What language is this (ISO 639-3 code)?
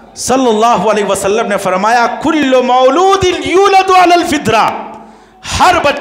urd